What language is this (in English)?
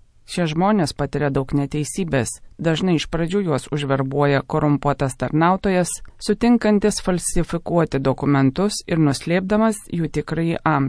Lithuanian